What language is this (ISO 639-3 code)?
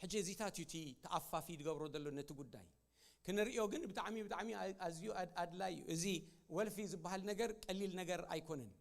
tir